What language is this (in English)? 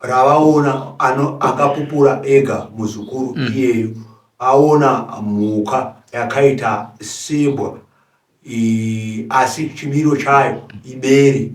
Shona